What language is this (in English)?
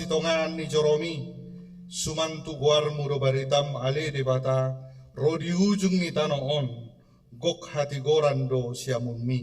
Batak Toba